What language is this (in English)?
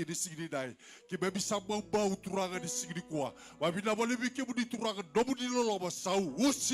Fijian